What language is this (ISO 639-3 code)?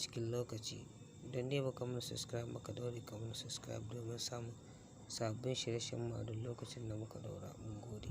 hau